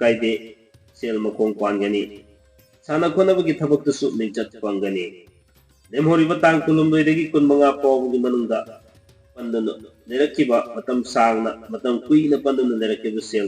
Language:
Manipuri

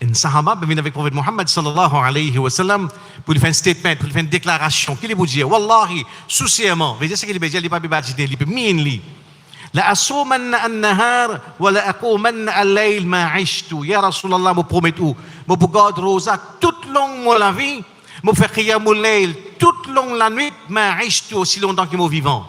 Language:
Morisyen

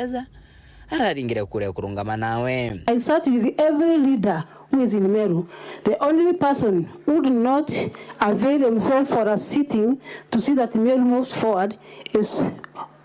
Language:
Meru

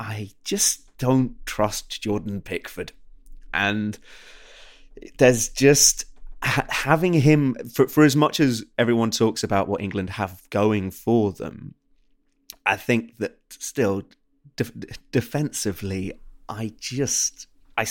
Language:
English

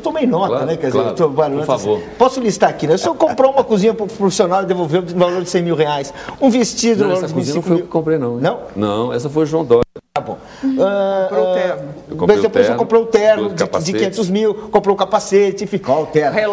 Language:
Portuguese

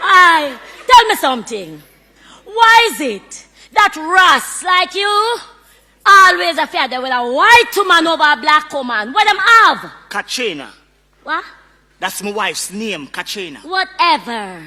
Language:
Jamaican Creole English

